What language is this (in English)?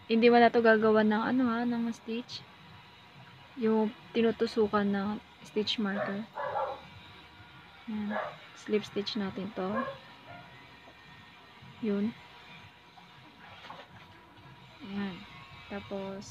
Filipino